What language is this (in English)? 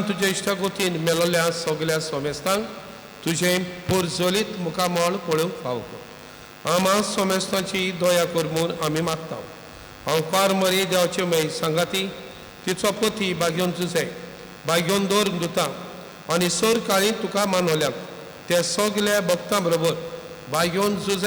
Konkani